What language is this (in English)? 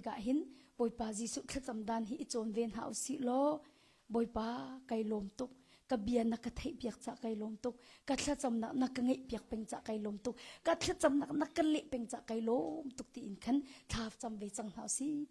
Hakha Chin